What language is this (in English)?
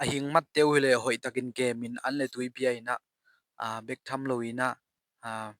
Tedim Chin